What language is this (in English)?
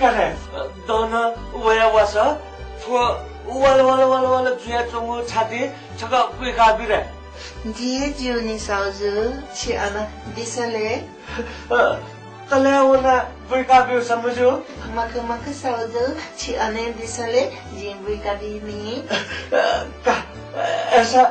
Newari